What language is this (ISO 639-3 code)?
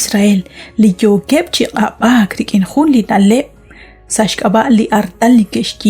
kek